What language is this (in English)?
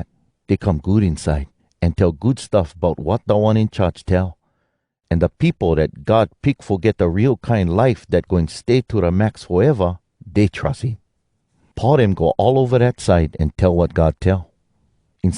Hawai'i Creole English